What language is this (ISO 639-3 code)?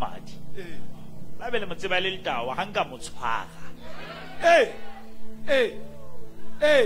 sot